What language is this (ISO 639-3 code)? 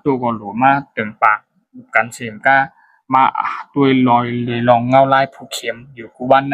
shn